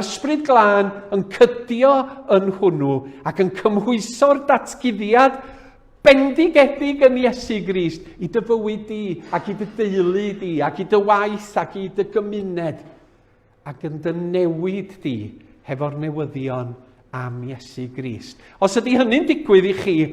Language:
Welsh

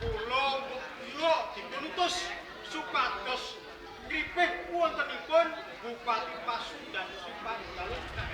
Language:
Javanese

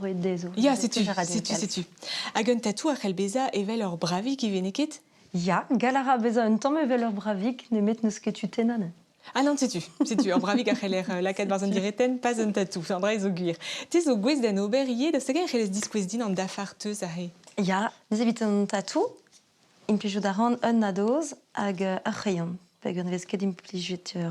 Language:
Breton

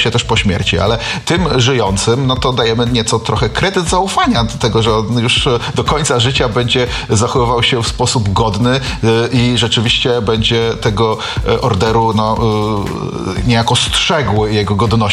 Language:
Polish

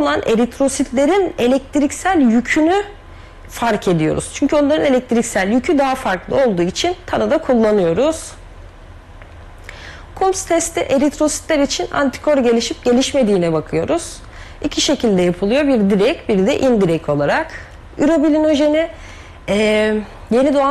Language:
Turkish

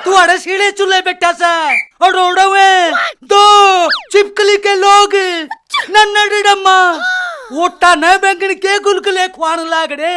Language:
Haryanvi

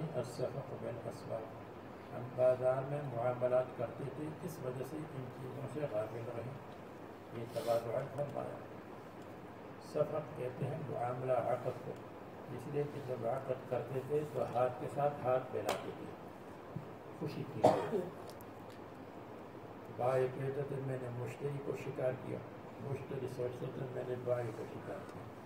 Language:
Urdu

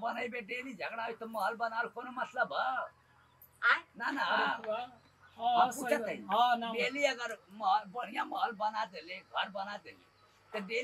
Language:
Bhojpuri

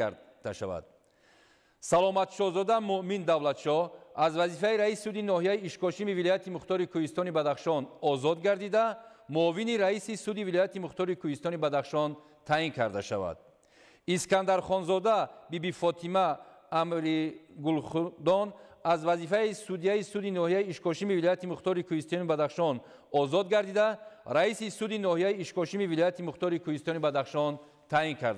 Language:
Tajik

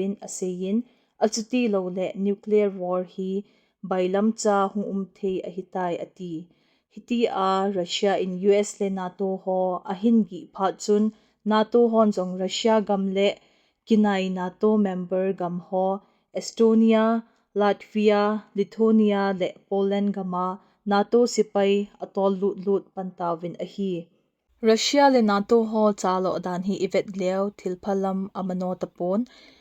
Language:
Thado Chin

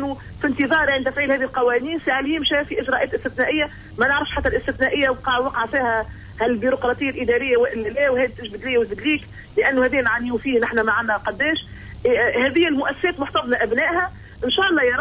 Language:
Tunisian Arabic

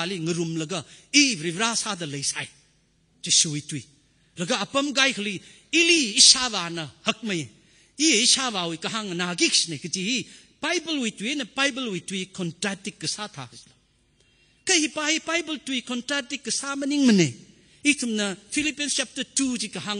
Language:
Tangkhul Naga (India)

